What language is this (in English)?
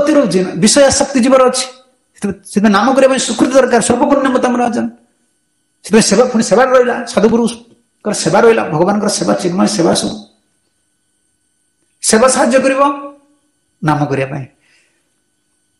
Odia